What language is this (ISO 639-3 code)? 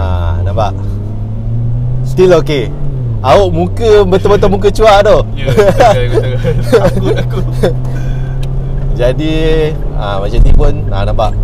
msa